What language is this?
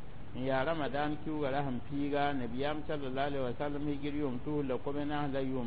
Mossi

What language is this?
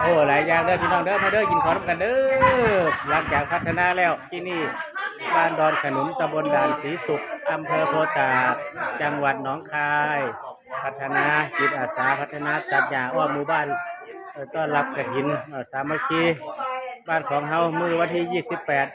Northeastern Thai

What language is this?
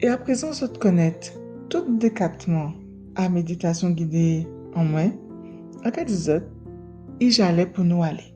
Guadeloupean Creole French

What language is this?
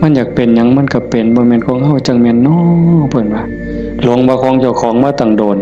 Northeastern Thai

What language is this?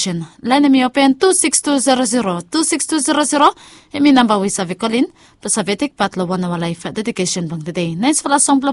Bislama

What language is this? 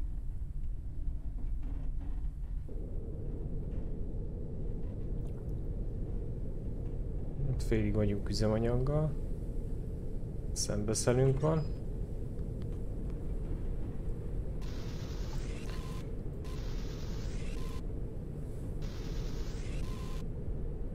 Hungarian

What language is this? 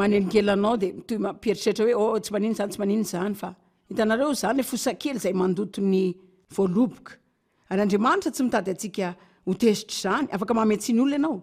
Malagasy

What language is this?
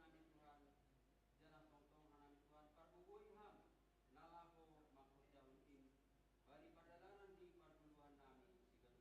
Batak Simalungun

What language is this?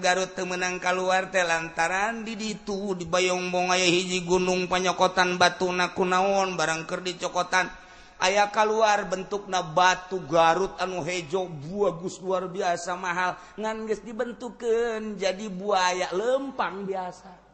Sundanese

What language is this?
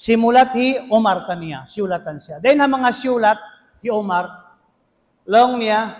Tausug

